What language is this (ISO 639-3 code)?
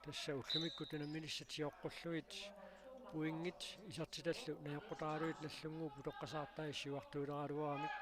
kal